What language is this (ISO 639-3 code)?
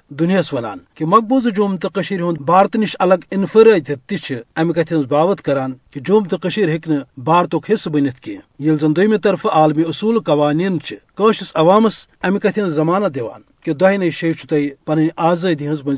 kas